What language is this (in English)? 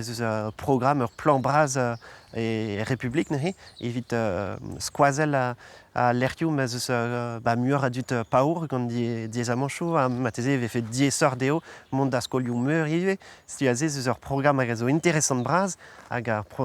Breton